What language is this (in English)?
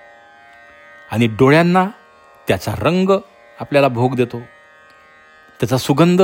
Marathi